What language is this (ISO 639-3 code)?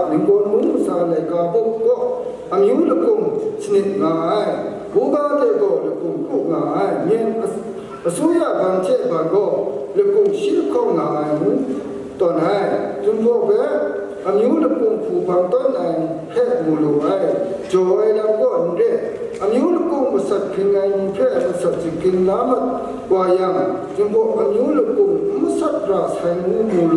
kac